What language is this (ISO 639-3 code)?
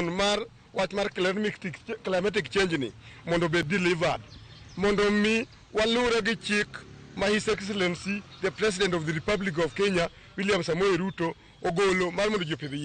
luo